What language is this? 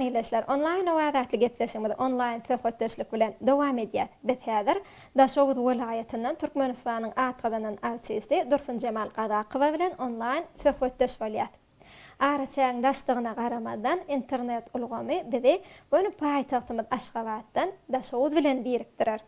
Turkmen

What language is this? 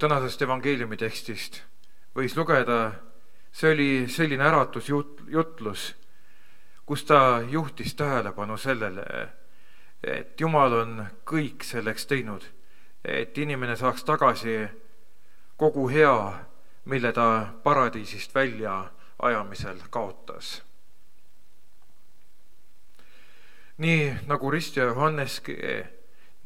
Estonian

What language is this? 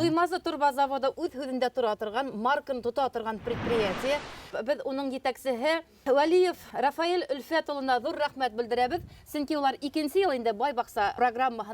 Bashkir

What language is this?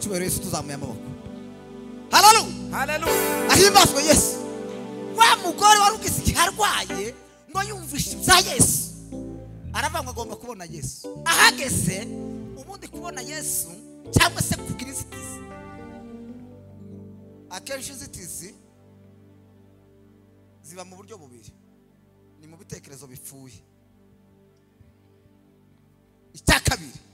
Kinyarwanda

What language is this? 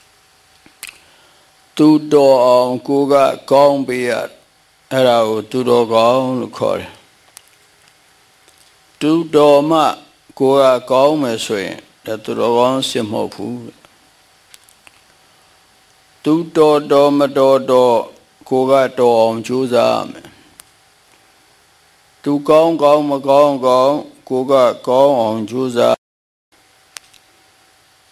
Burmese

